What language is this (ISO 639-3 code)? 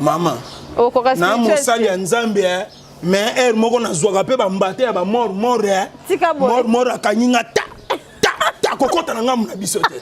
lin